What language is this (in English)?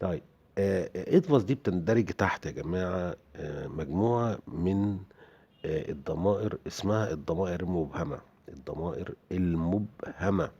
Egyptian Arabic